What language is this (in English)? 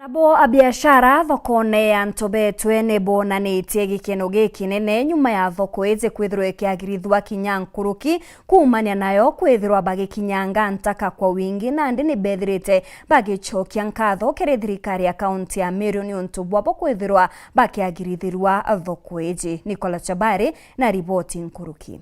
Meru